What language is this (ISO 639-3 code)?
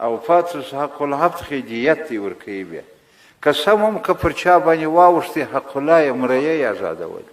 pus